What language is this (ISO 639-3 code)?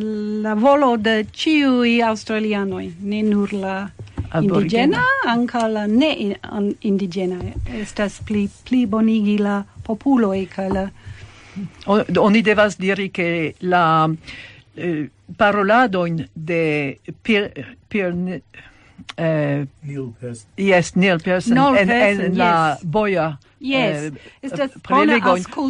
epo